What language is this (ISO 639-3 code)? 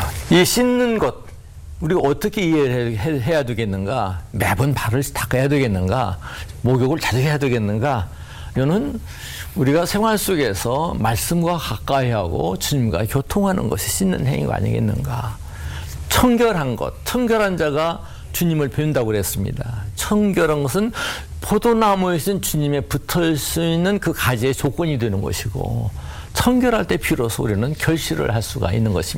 kor